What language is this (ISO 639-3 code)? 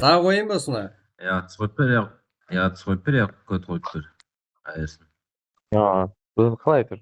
kaa